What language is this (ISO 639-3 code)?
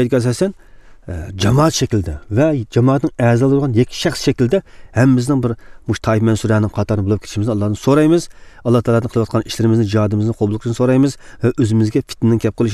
uig